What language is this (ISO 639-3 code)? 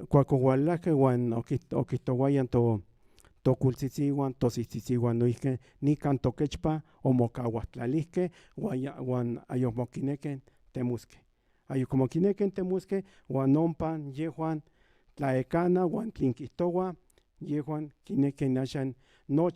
nhn